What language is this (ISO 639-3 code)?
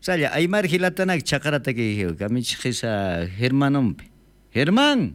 quh